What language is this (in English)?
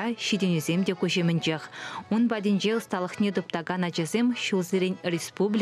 Chuvash